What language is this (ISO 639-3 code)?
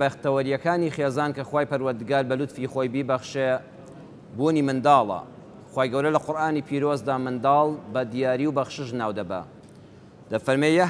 ckb